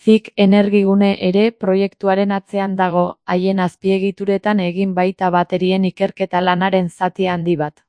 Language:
Basque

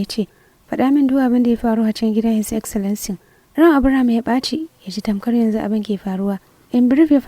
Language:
Hausa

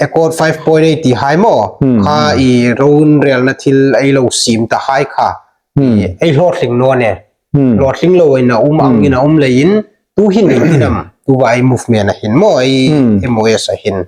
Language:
Hmar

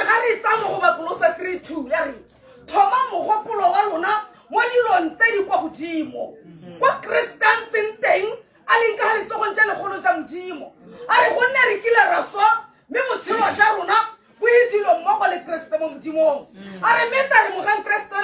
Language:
Tswana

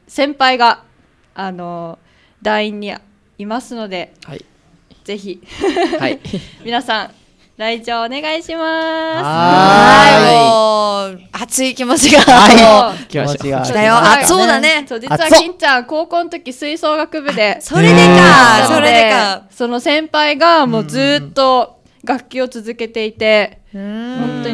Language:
Japanese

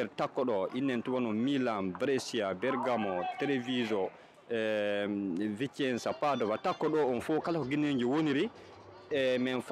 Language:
Fula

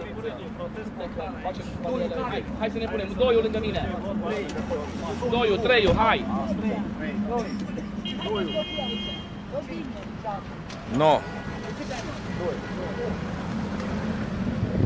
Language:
Romanian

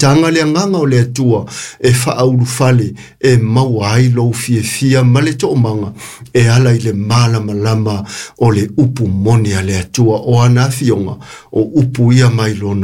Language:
Samoan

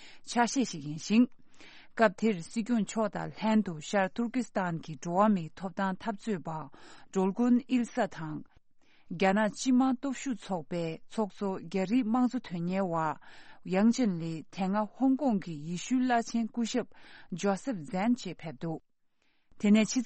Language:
Tibetan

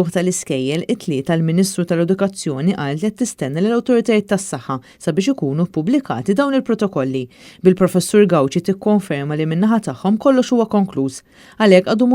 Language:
Maltese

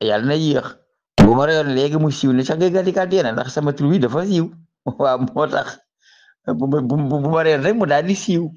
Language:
Wolof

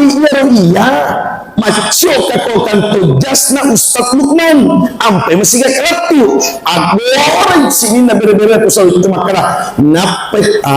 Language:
Buginese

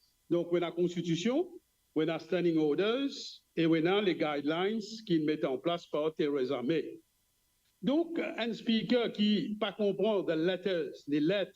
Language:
Morisyen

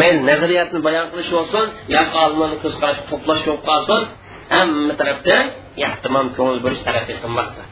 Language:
Uyghur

